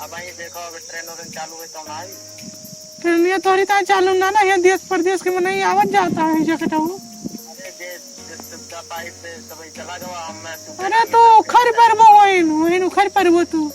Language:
Awadhi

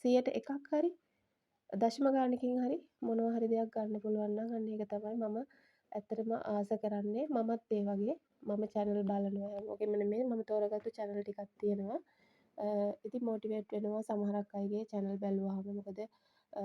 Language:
Sinhala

